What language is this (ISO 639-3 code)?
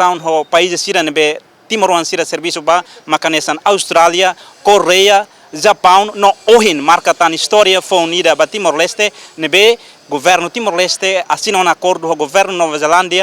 tet